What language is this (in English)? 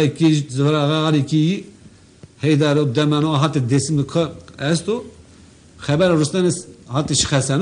Zaza